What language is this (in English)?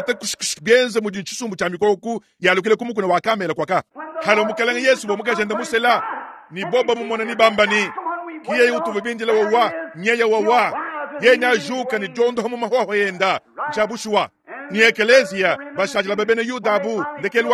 Luba-Lulua